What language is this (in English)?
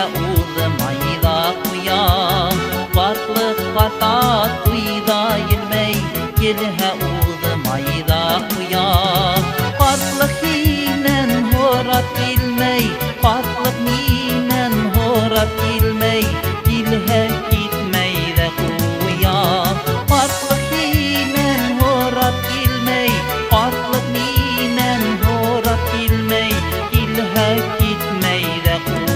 Bashkir